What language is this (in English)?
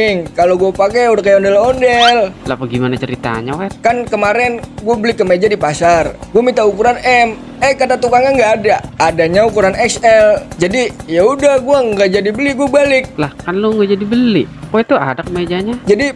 Betawi